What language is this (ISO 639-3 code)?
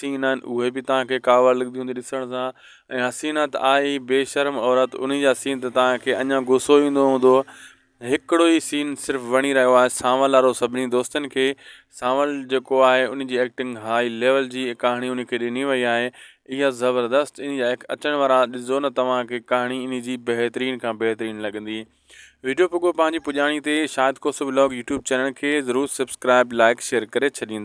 snd